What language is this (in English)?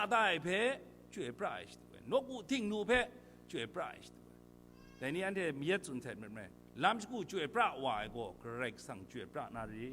Kachin